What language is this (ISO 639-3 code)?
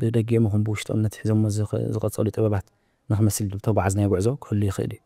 tir